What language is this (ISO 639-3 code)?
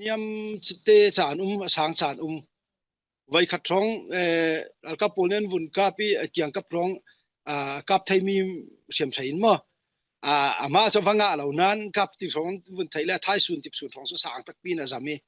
cfm